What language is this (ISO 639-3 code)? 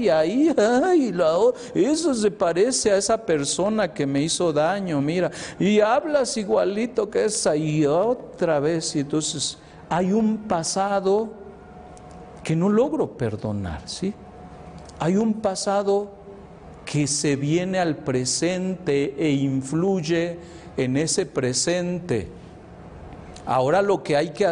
spa